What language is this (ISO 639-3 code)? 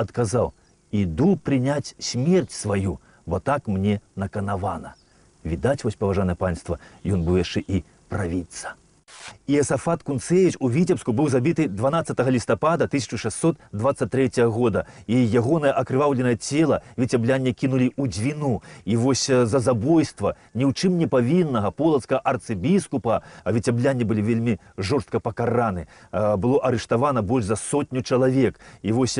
bel